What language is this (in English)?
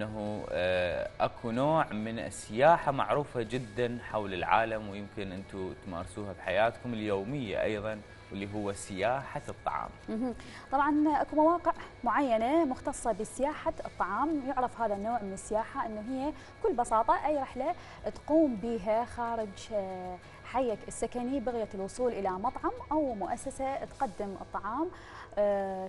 Mesopotamian Arabic